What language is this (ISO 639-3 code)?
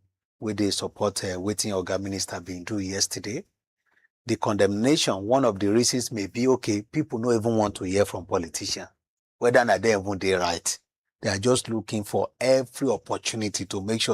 pcm